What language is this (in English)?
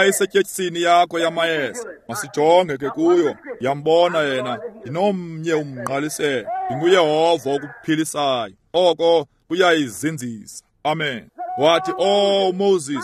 Xhosa